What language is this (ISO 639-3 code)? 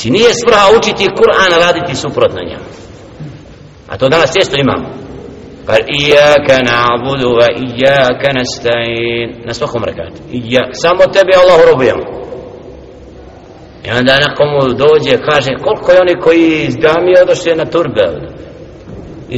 bos